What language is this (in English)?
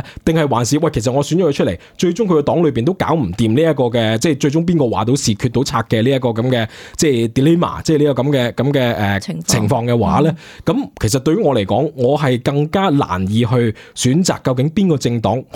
Cantonese